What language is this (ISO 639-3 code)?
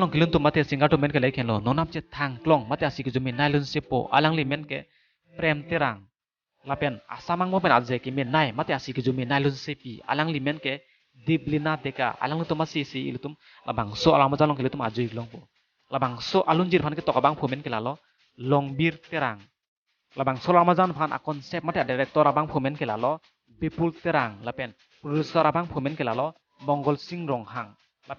mjw